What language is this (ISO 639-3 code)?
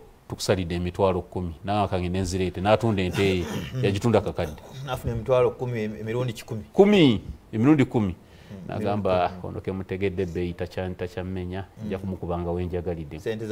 lug